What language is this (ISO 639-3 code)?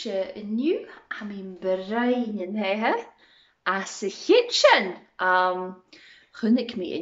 gla